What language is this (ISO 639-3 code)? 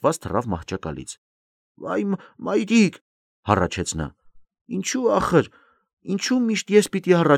hye